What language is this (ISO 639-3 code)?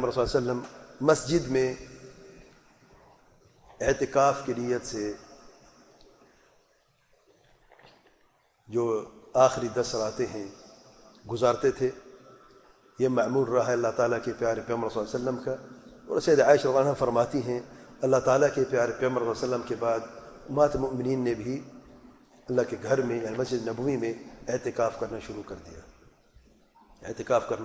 urd